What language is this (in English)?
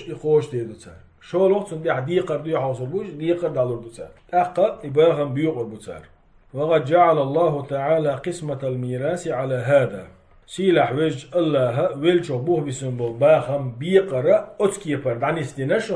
Chechen